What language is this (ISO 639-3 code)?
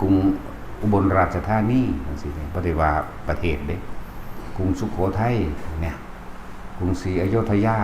tts